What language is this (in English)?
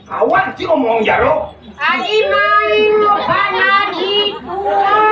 Balinese